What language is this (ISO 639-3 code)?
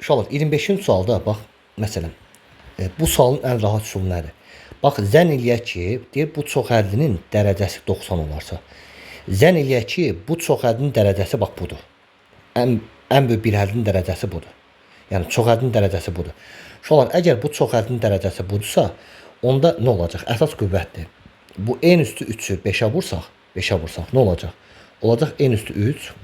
aze